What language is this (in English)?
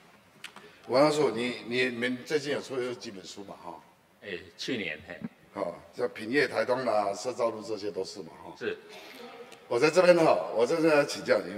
Chinese